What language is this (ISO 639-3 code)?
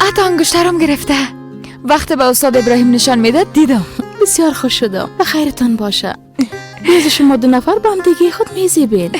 fas